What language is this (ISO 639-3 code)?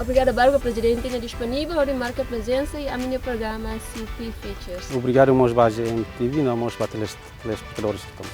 tet